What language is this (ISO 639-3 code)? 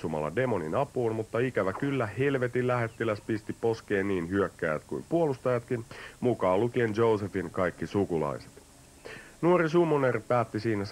fin